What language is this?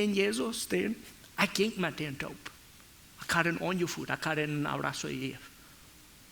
Plautdietsch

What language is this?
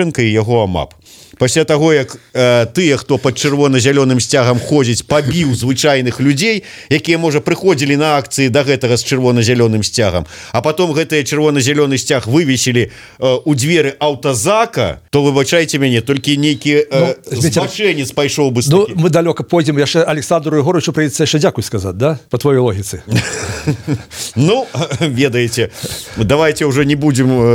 Belarusian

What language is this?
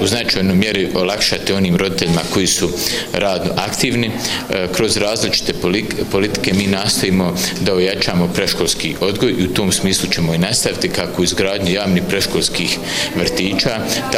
Bosnian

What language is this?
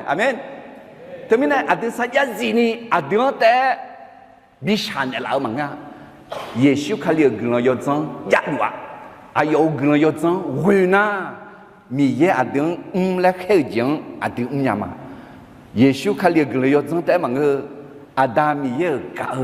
Akha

